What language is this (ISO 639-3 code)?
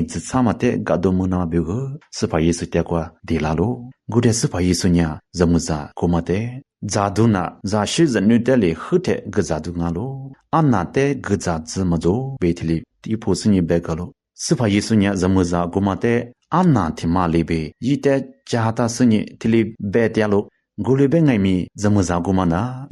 lis